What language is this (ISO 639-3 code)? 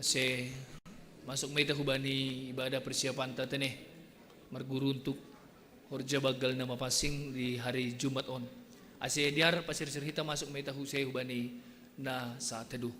bts